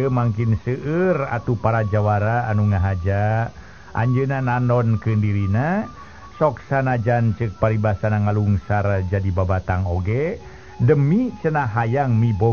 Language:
Sundanese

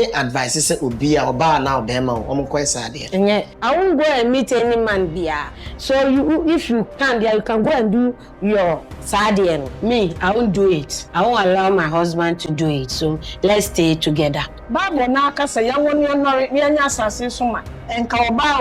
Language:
Akan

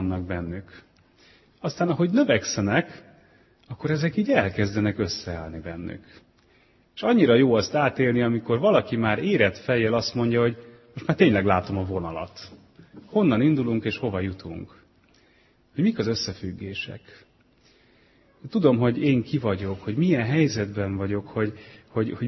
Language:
Hungarian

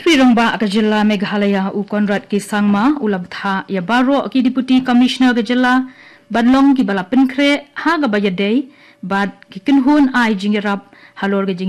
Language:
Khasi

